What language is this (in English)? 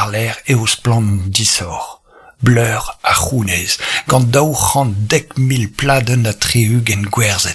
Breton